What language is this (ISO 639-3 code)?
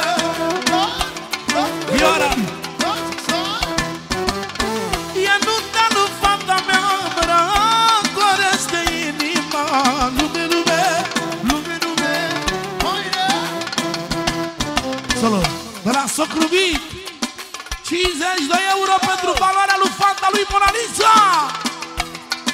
ron